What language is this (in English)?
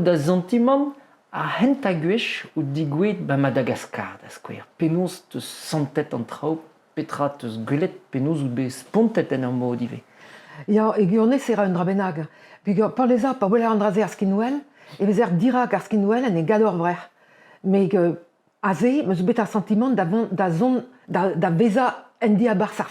Breton